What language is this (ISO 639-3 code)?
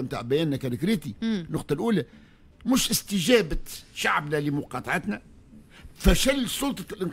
aeb